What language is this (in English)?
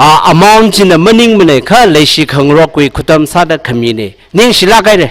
Tangkhul Naga (India)